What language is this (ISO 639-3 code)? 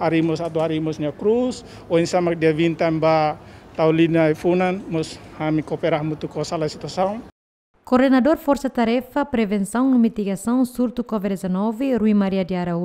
tet